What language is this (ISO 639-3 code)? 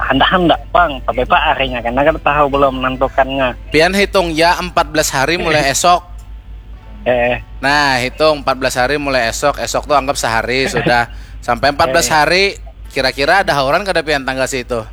bjn